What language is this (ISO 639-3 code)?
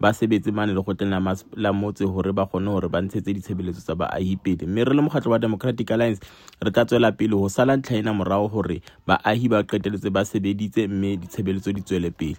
sot